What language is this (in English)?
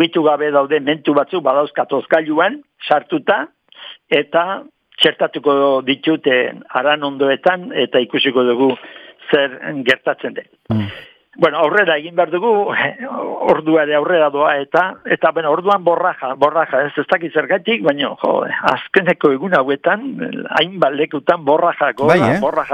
Basque